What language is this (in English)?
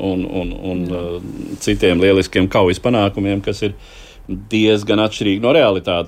Latvian